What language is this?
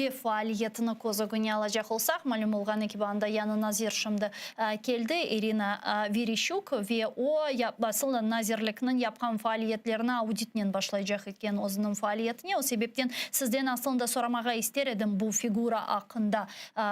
Crimean Tatar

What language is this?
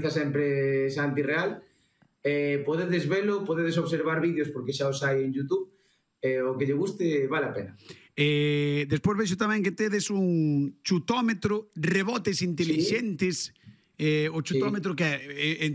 Galician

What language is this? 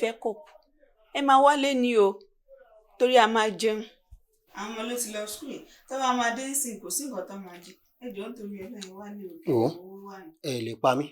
Yoruba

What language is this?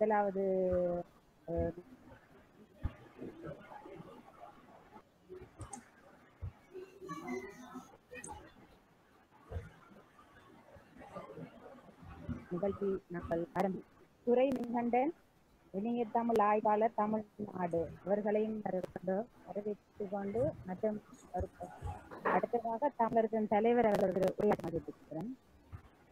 Tamil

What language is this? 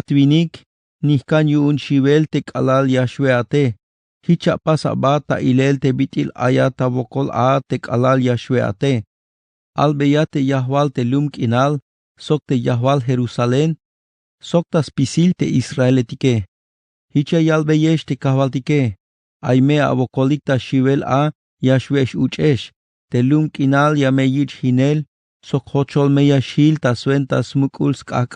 Tzeltal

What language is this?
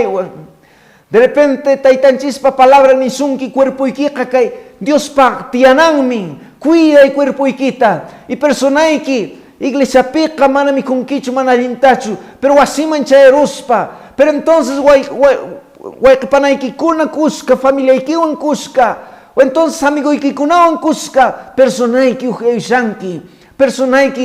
Quechua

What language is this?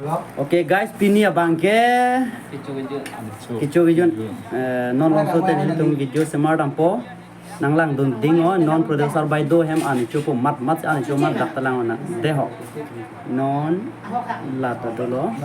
Karbi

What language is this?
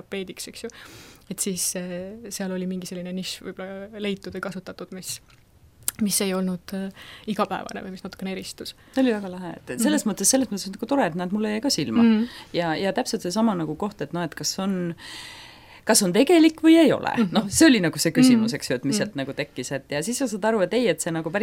Estonian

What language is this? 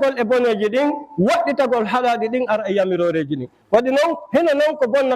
Fula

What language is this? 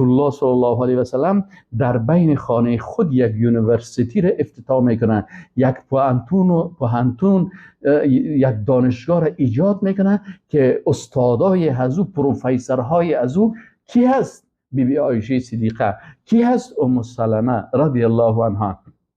Persian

